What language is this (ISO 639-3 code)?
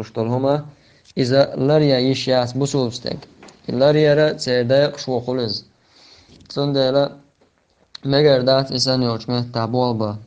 che